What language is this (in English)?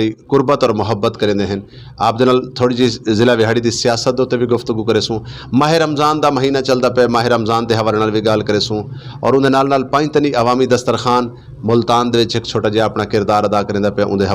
Saraiki